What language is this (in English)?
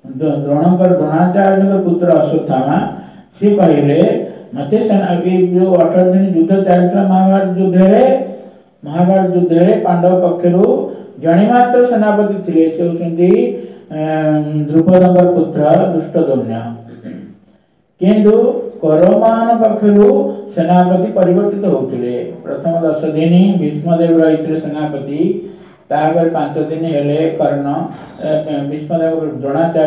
Odia